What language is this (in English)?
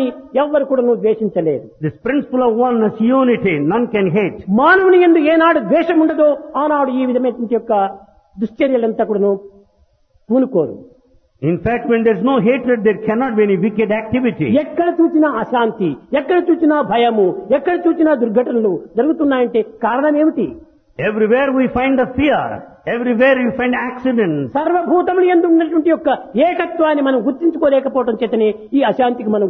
Telugu